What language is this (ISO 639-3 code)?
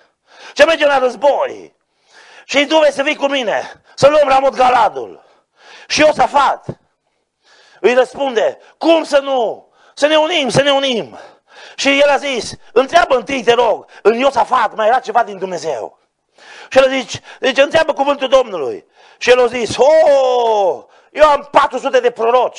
ron